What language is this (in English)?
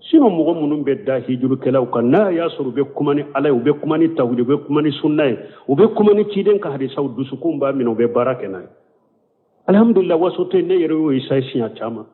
Bambara